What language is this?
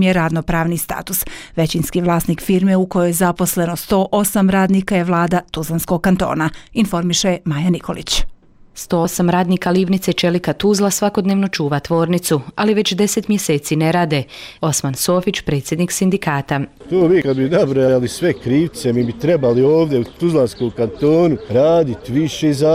Bosnian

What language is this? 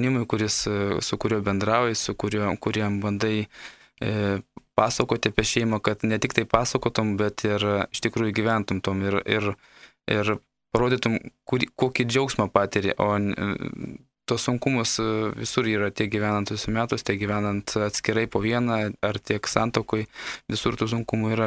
Lithuanian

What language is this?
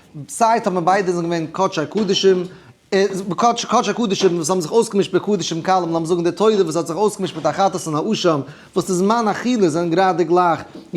Yiddish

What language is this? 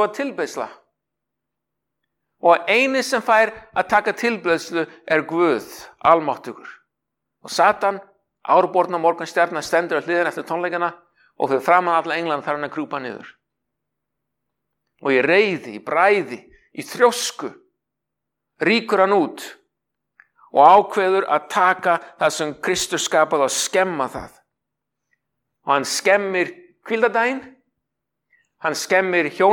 Icelandic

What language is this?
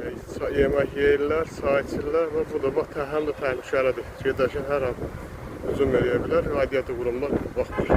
Azerbaijani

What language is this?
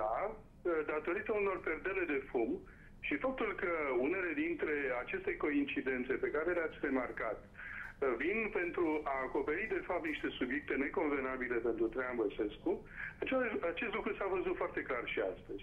Romanian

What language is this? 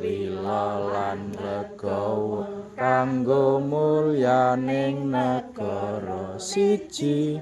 Javanese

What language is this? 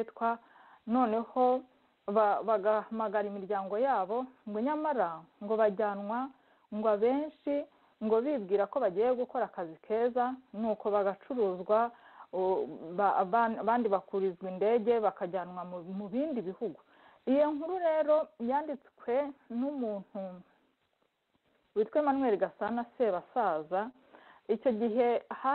Kinyarwanda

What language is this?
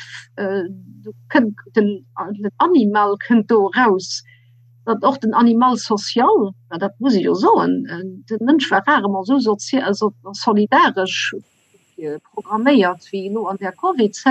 Luxembourgish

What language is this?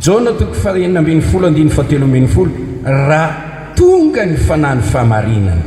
Malagasy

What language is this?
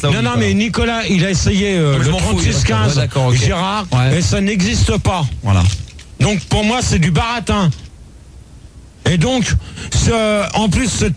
French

